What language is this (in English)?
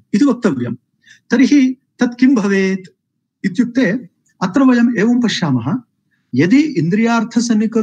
Sanskrit